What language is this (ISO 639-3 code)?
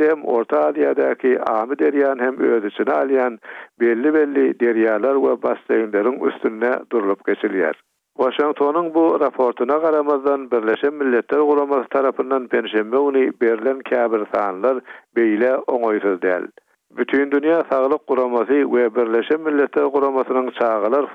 tuk